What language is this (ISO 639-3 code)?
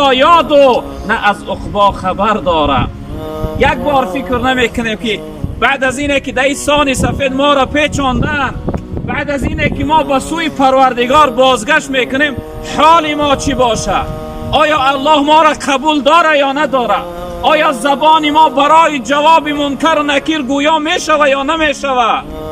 tgk